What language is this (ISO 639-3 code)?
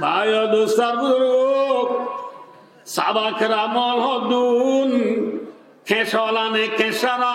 rhg